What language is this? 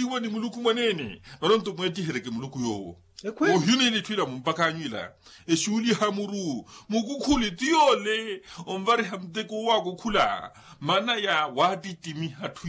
Makhuwa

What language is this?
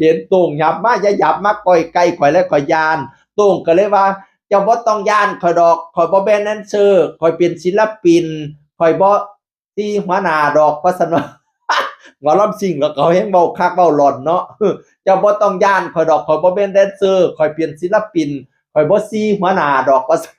Northeastern Thai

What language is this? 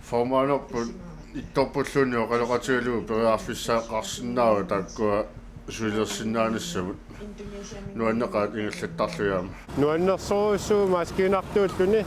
Kalaallisut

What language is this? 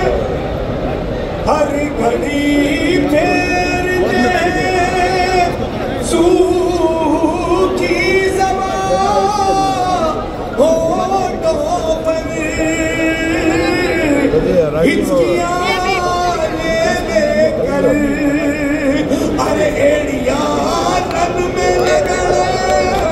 Urdu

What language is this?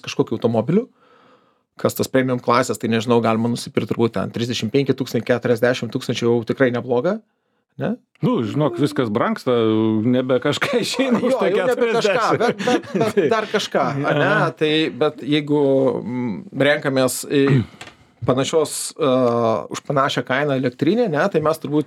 Lithuanian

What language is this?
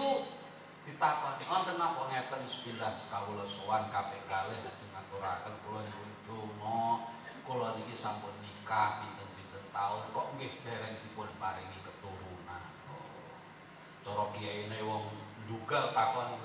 Javanese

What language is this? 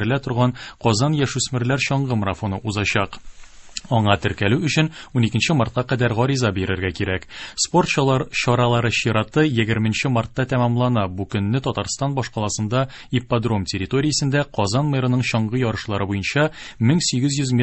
Tatar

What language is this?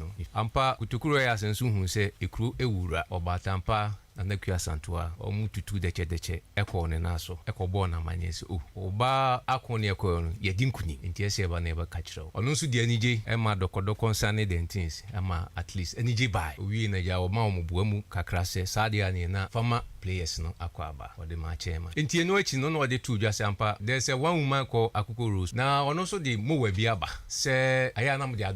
Akan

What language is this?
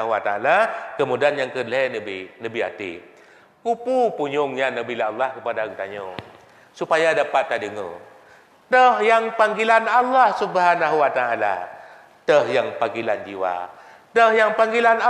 Achinese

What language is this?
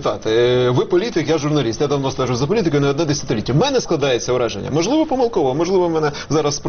Ukrainian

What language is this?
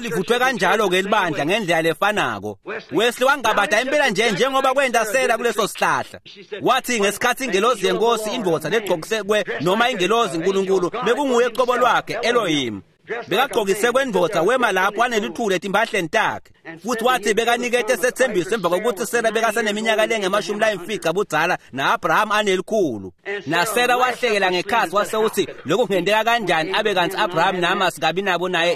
Swati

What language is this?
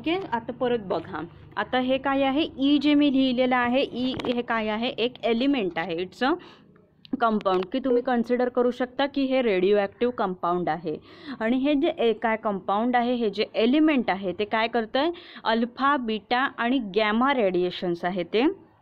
Marathi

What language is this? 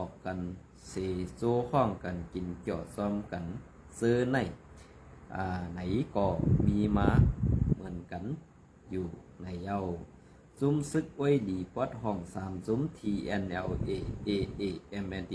Shan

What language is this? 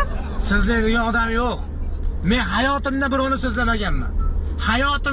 Uzbek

